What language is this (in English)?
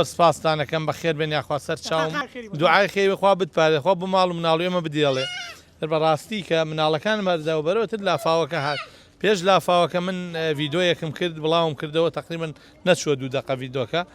Central Kurdish